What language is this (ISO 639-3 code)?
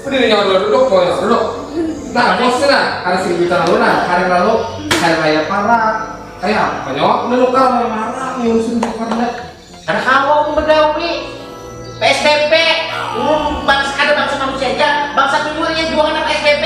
bjn